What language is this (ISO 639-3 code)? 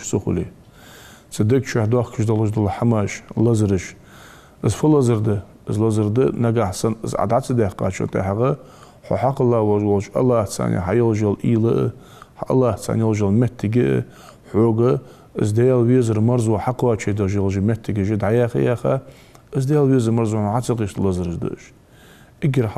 inh